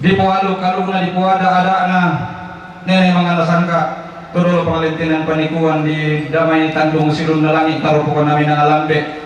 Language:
Toraja-Sa'dan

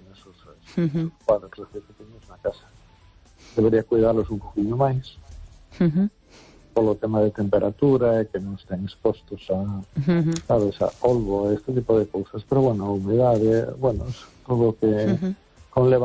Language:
Galician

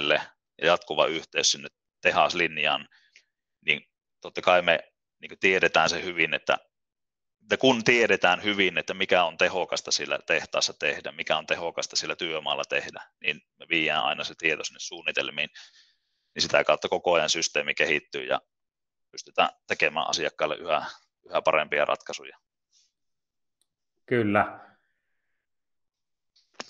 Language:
Finnish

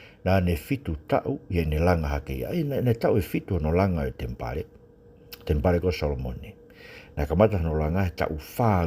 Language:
Tongan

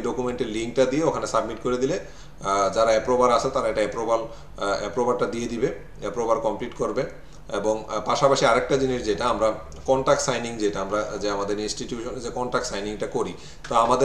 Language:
Bangla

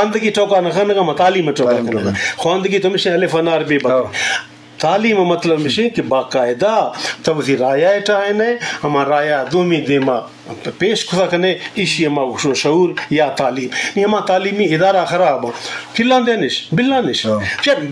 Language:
Eastern Balochi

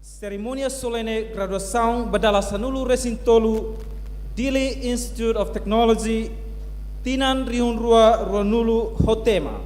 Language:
Tetum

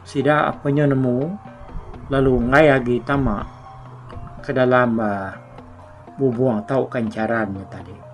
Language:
Iban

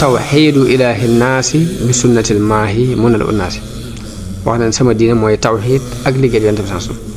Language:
Wolof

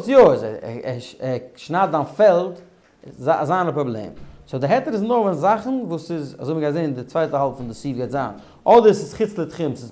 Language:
Yiddish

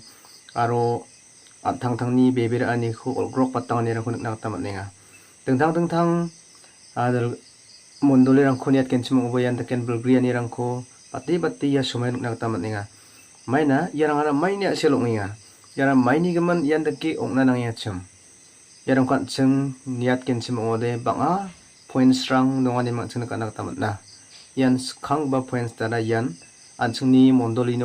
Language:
Garo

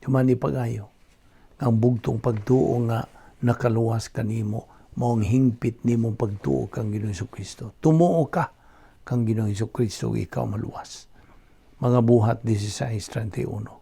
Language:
Cebuano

